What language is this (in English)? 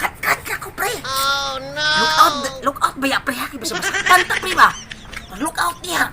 Cebuano